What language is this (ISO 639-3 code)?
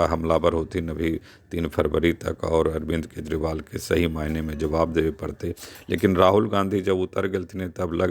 mag